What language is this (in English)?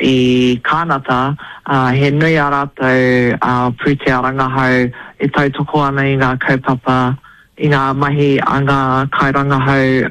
Māori